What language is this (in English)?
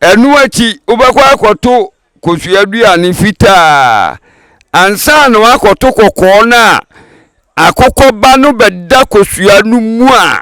Akan